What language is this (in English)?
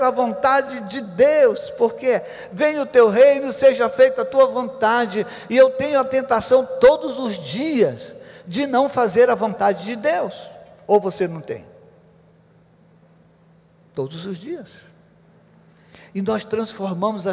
Portuguese